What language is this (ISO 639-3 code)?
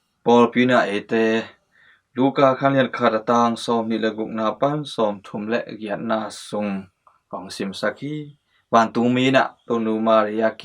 ctd